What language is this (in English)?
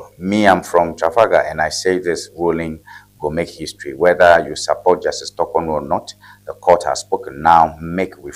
Ewe